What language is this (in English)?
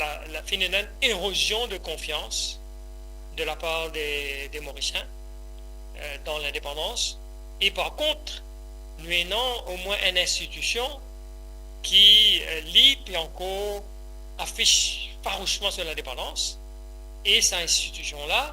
Morisyen